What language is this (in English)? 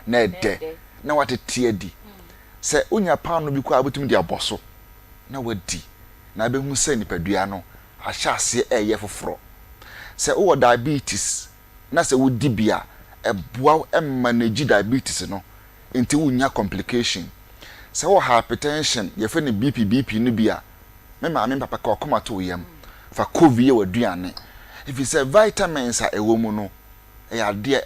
Akan